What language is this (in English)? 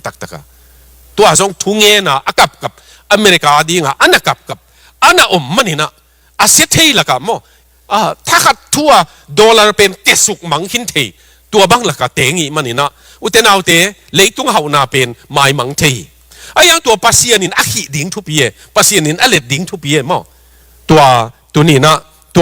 Tedim Chin